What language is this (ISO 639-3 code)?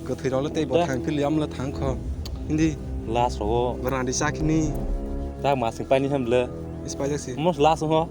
trp